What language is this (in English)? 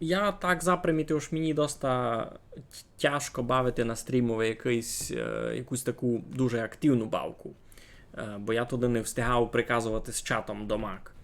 Rusyn